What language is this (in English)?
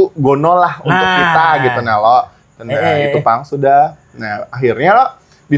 Banjar